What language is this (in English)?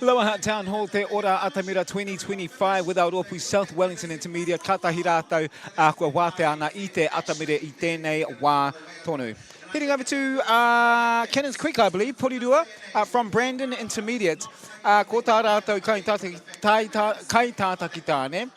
Māori